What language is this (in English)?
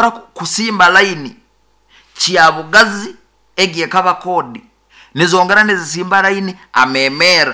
Nyoro